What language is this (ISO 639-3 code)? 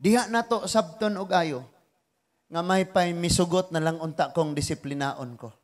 ceb